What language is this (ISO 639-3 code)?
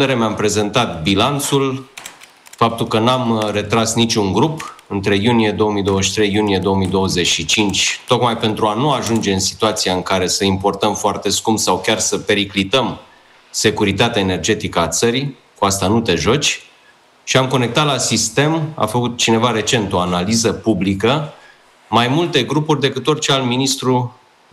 ron